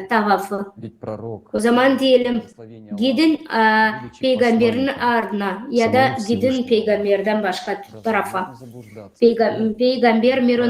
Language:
Gagauz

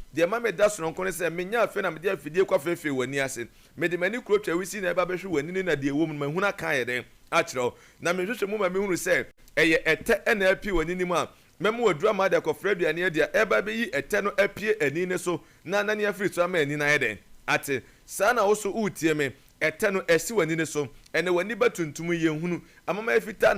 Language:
Akan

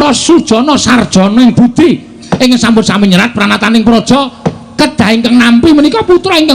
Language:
Javanese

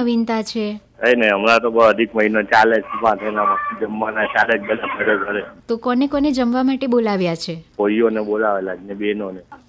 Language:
Gujarati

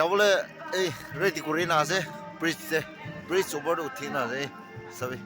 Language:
Naga Pidgin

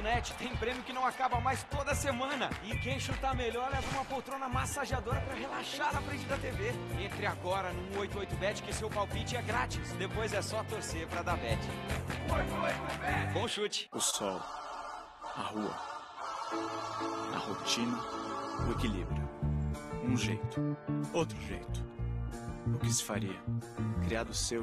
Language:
Portuguese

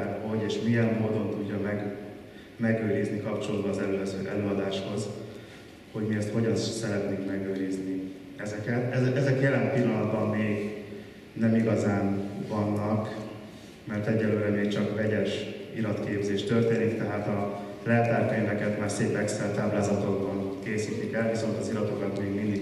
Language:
Hungarian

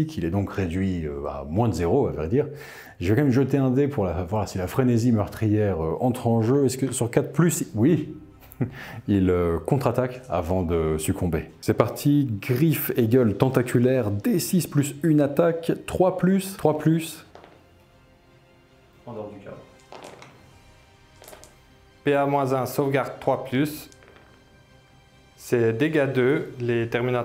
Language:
French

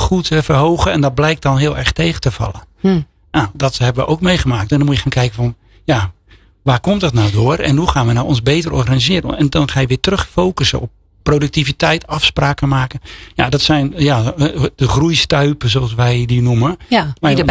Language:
Dutch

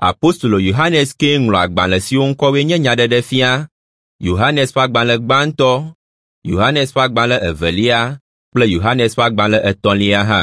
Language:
Ewe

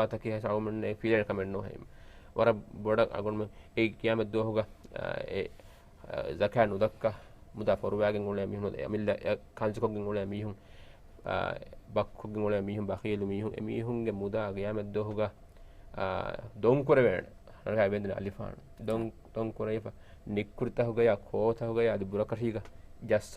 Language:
Divehi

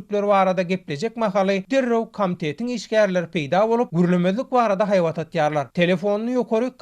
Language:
Turkmen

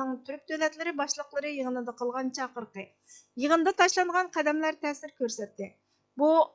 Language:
Uyghur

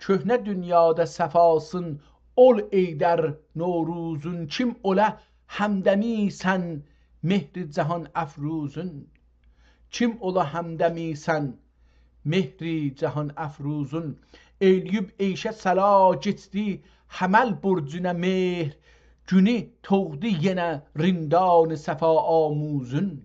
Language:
South Azerbaijani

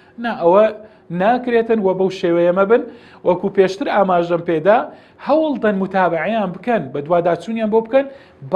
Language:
Central Kurdish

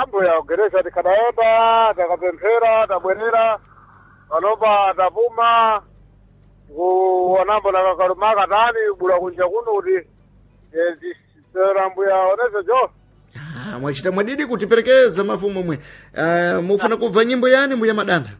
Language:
Sena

